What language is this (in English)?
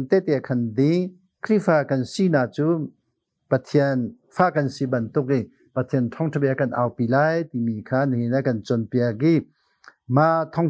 Hakha Chin